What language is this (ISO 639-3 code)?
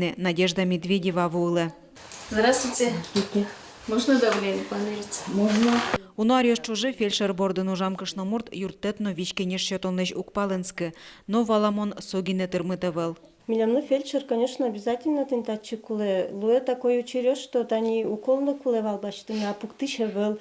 udm